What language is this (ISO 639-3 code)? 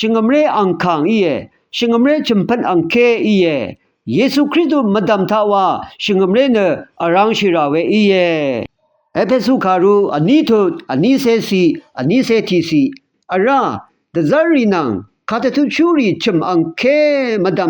raw